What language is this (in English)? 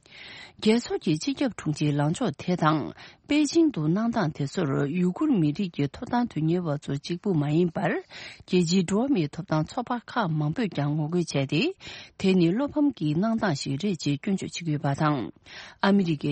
Tibetan